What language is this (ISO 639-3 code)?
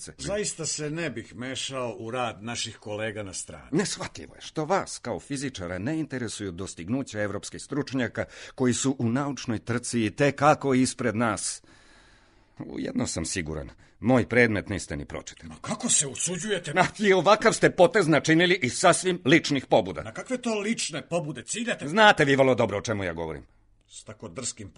srp